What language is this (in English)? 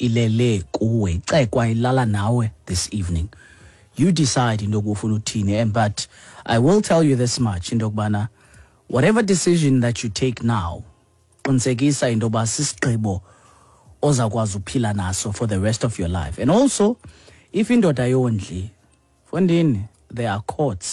Xhosa